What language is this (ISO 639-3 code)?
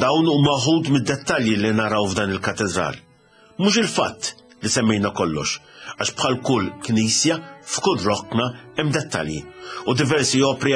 mlt